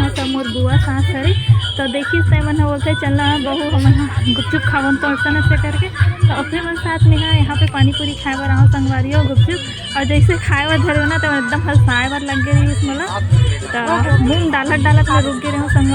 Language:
Chhattisgarhi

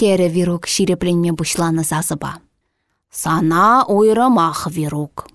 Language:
Chuvash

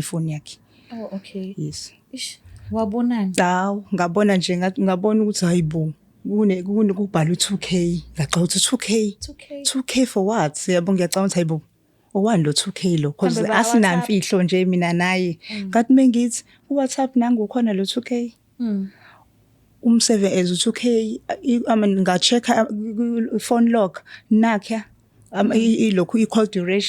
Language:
Zulu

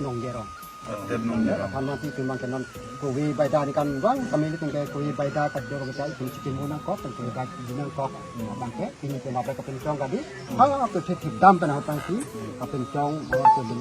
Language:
Karbi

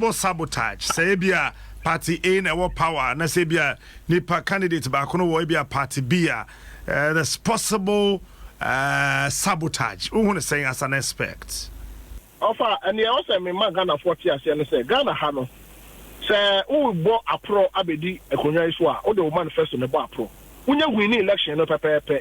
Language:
Akan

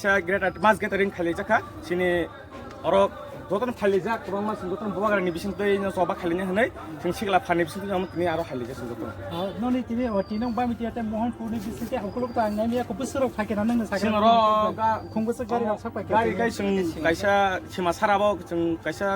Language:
Kok Borok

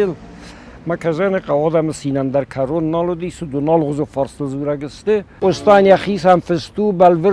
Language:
Ossetic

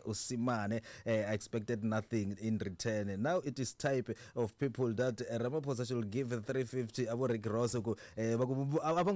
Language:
Tsonga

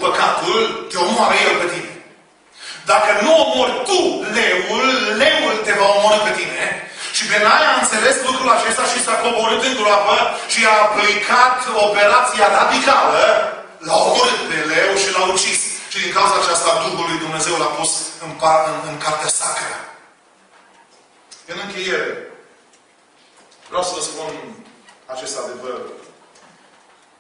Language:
Romanian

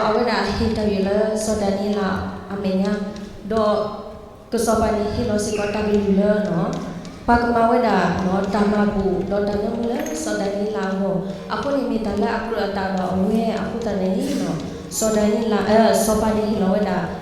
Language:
S'gaw Karen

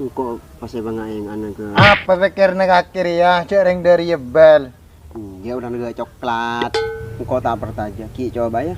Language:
Madurese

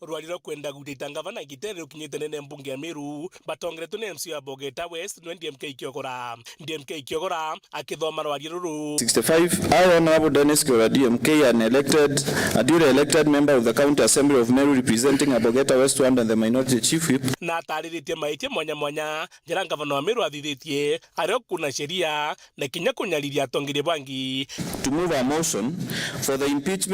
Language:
Meru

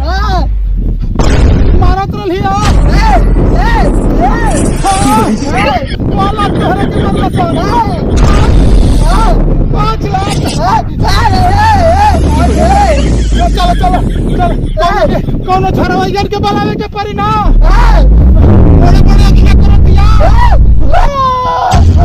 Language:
Bhojpuri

